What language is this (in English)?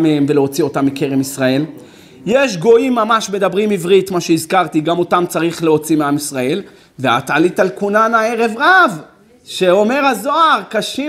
Hebrew